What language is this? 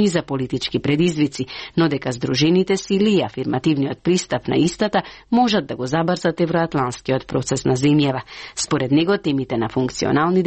Macedonian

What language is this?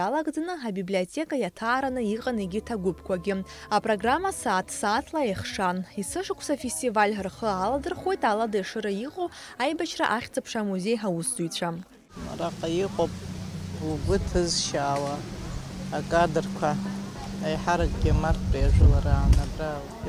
Abkhazian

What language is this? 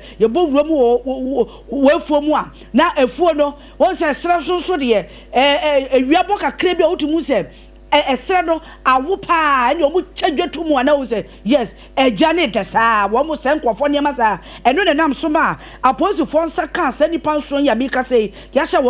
Akan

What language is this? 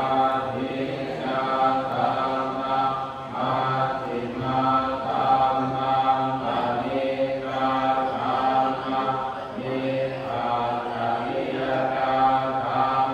Pali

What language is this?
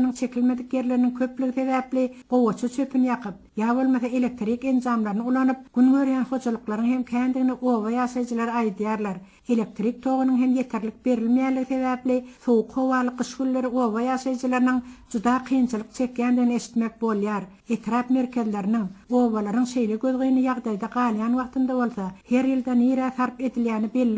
Turkmen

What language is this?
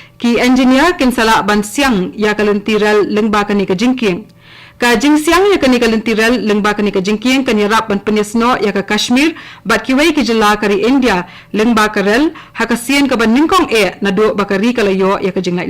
Khasi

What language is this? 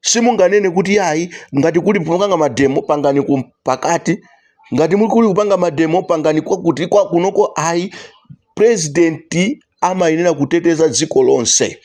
Nyanja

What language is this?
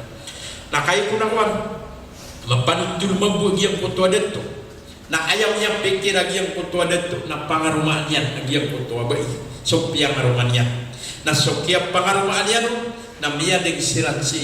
Maranao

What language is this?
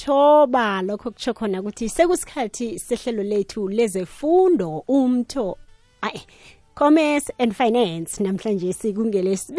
South Ndebele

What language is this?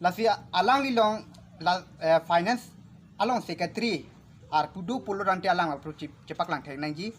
Karbi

